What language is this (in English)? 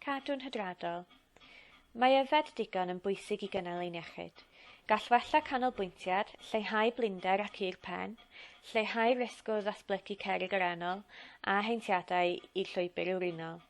Welsh